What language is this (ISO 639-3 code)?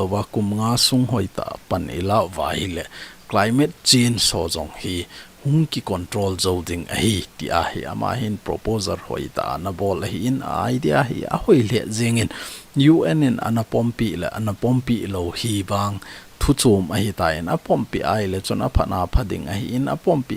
tcz